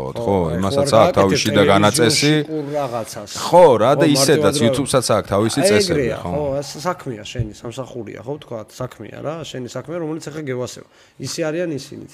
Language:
Georgian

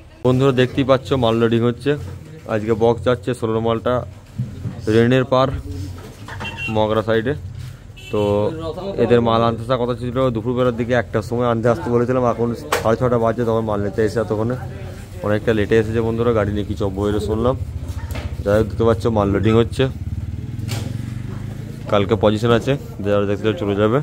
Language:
Bangla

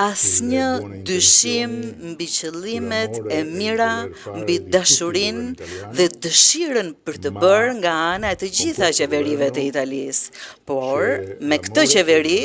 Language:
Albanian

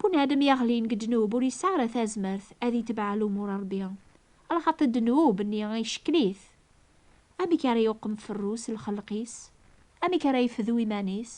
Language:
Kabyle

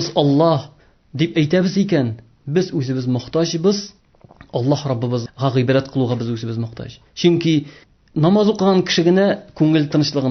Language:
Tatar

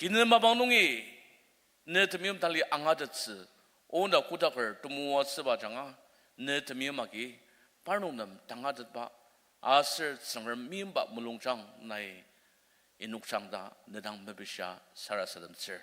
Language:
Ao Naga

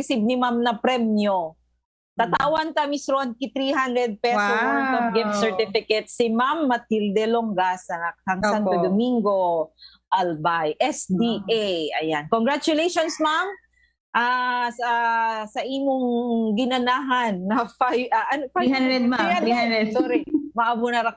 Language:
Bikol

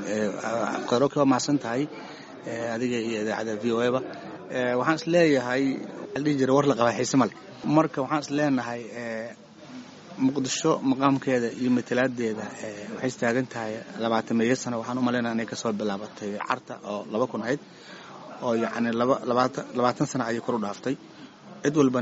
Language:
Somali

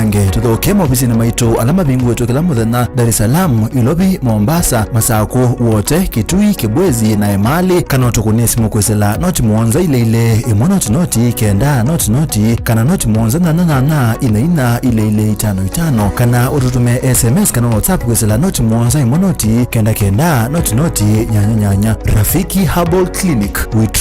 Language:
Kamba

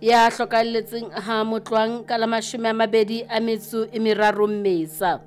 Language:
Southern Sotho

